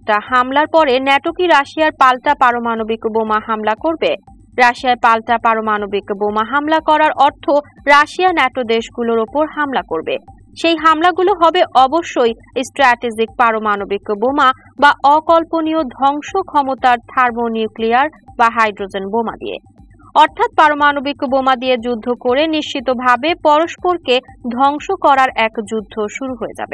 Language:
Bangla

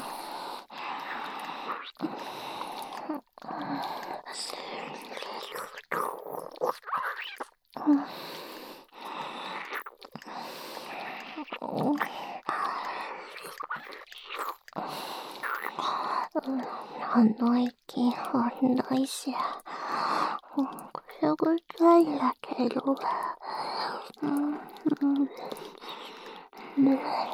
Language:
Japanese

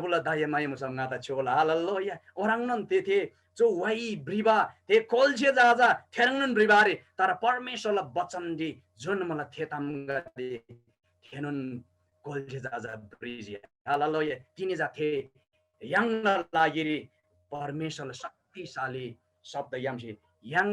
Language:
Eastern Tamang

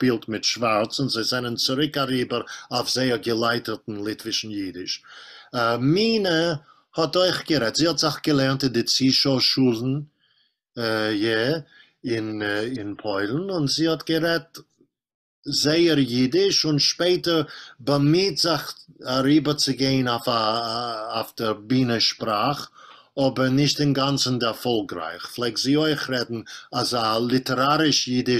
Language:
Yiddish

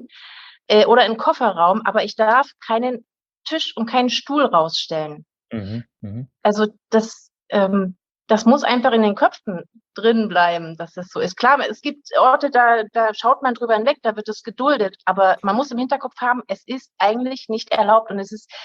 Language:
German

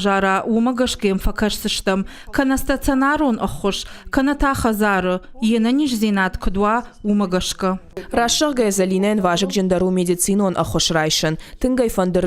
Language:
Ossetic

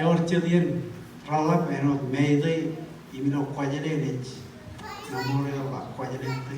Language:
Marshallese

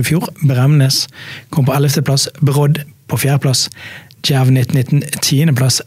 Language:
Norwegian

